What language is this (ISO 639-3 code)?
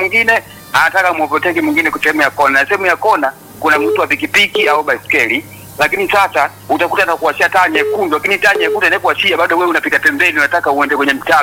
swa